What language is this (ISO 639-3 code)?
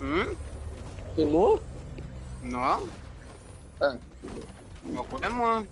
mfe